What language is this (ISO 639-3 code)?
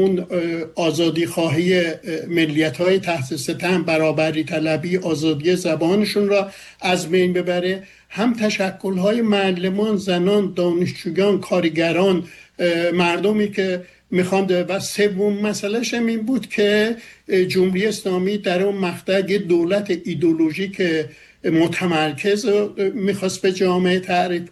fas